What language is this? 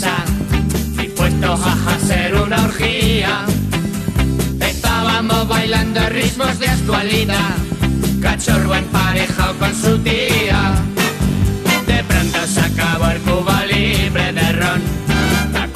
Spanish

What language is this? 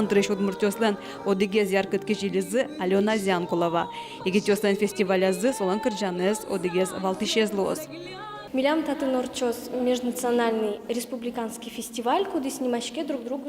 Udmurt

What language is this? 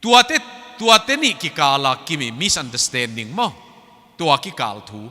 Tedim Chin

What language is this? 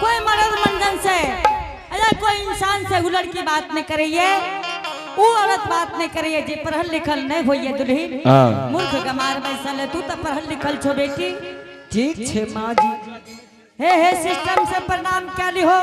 Angika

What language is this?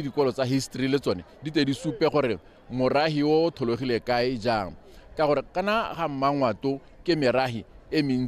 Tswana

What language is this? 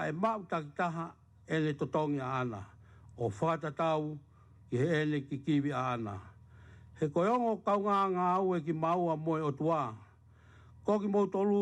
Tongan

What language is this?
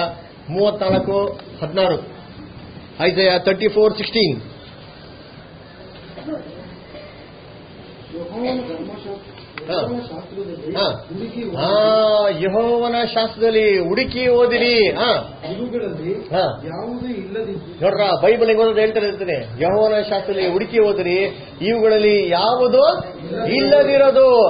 Kannada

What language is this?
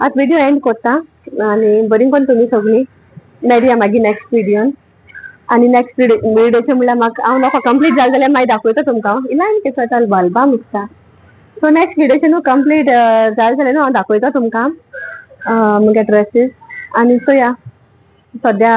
Konkani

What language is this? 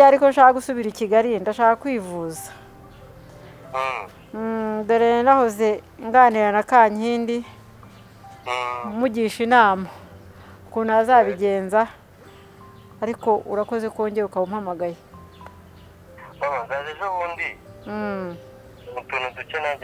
Kinyarwanda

